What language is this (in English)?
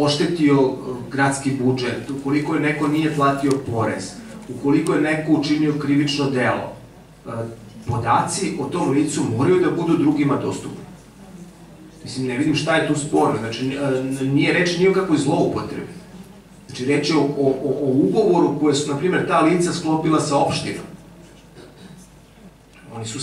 Serbian